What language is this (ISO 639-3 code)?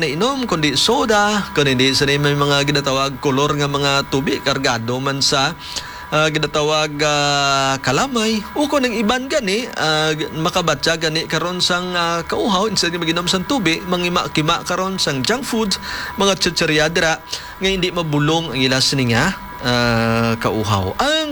hil